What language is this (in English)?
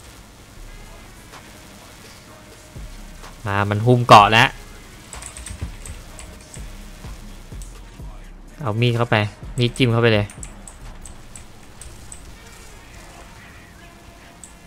Thai